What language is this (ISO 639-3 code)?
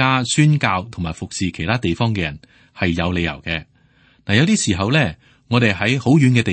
yue